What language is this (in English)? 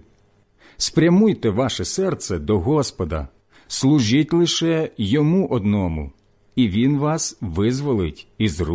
Ukrainian